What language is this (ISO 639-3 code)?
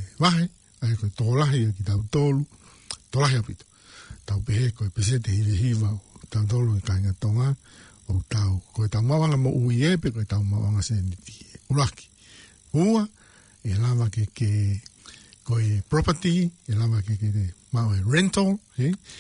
ton